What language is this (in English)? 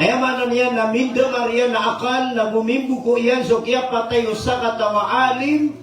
Maranao